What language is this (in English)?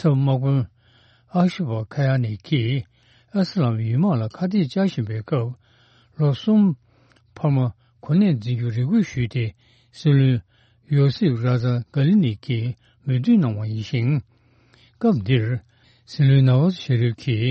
Tibetan